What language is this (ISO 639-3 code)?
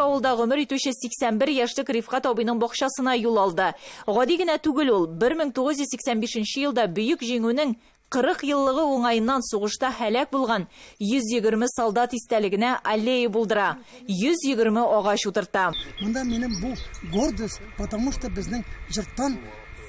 tat